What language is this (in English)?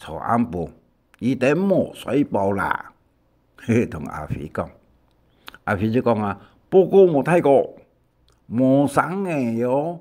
Hakka Chinese